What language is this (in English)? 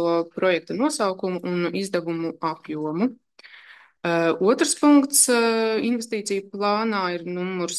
Latvian